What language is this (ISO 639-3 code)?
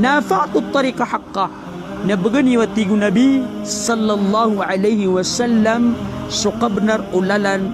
mrw